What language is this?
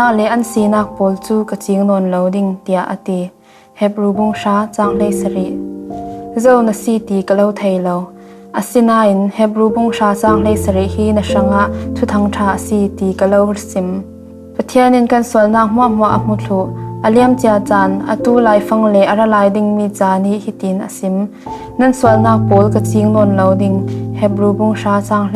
Falam Chin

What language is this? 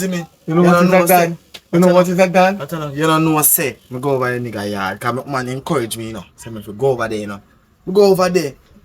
Jamaican Creole English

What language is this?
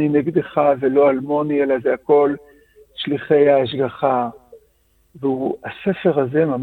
Hebrew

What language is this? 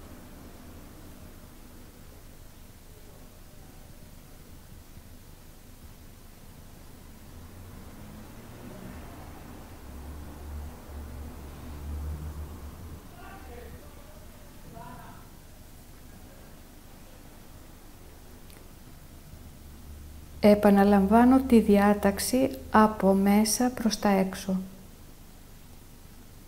Greek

